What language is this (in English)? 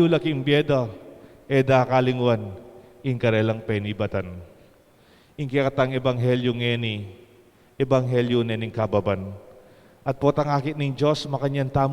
Pampanga